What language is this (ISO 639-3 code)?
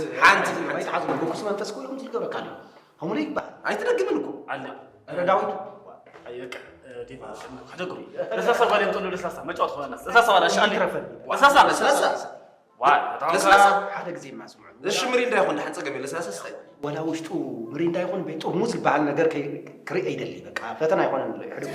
tir